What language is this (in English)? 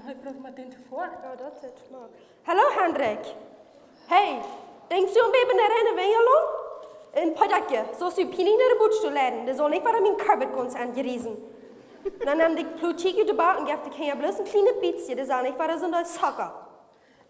Plautdietsch